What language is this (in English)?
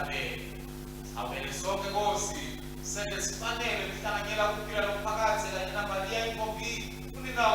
Swati